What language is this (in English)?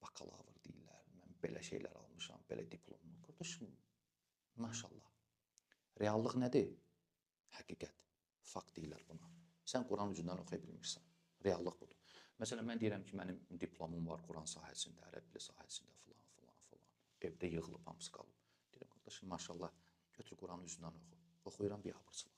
Azerbaijani